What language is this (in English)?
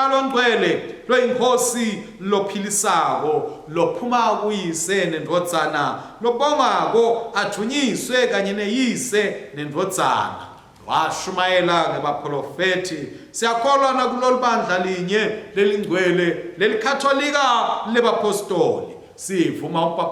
Swati